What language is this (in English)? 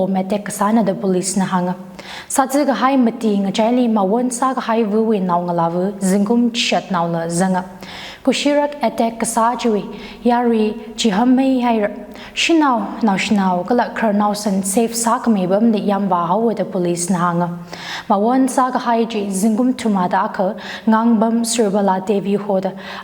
Tangkhul Naga (India)